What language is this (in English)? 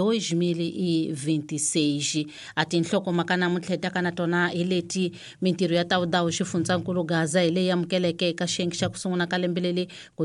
Tsonga